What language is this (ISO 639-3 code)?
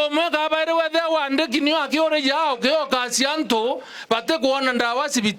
mer